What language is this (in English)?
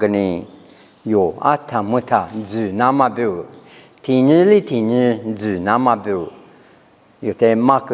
Lisu